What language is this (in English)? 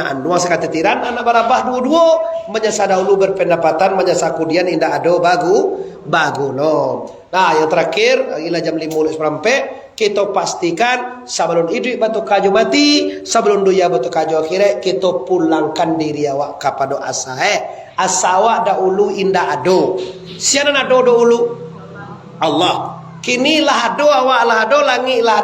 Minangkabau